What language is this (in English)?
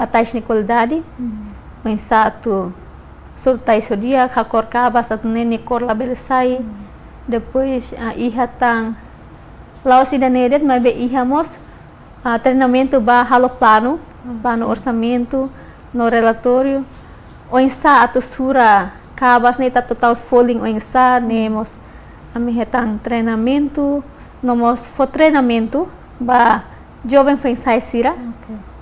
Tetum